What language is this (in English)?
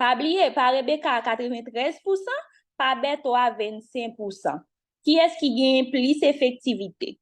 Haitian Creole